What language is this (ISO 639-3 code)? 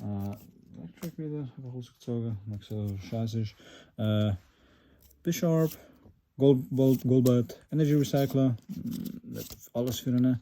gsw